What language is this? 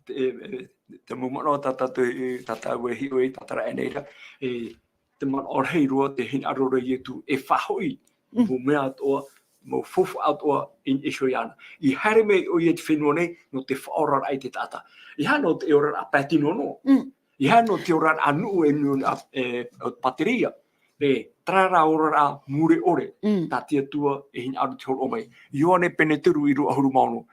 Tahitian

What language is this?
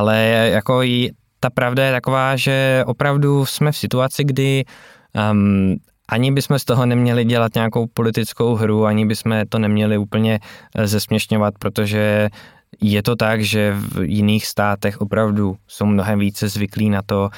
Czech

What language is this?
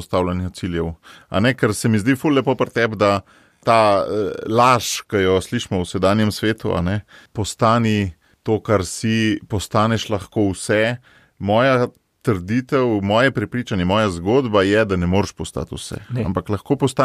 Slovenian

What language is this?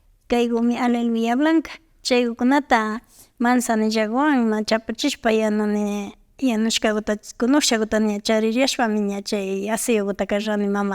Imbabura Highland Quichua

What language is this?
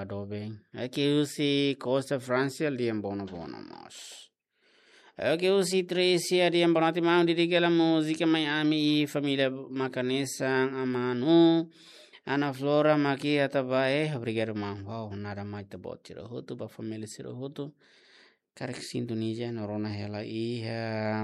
Tetum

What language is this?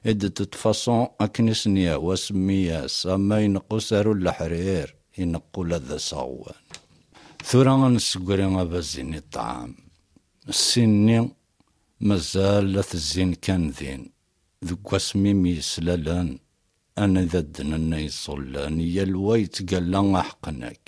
Kabyle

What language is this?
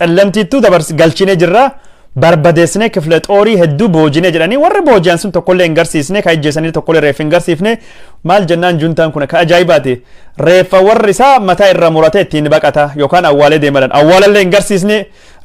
Oromo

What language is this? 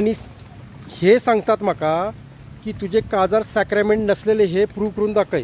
Konkani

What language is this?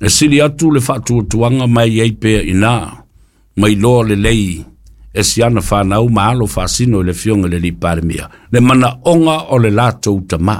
Samoan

